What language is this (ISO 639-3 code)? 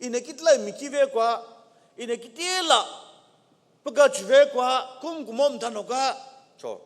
nsm